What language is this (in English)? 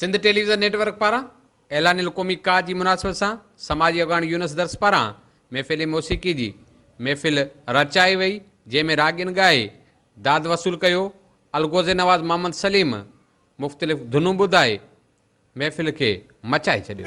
Sindhi